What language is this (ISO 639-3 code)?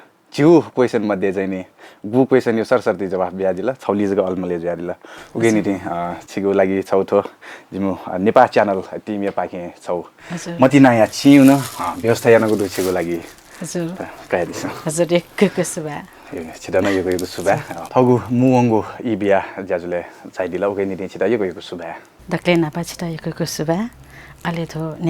new